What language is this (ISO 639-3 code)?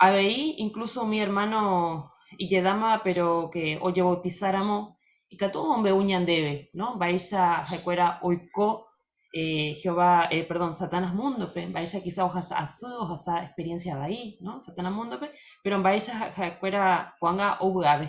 grn